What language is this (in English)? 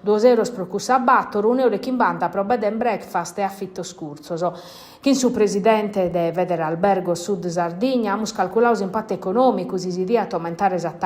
Sardinian